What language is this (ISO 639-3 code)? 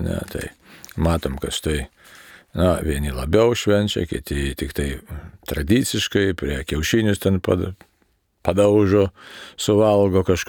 lit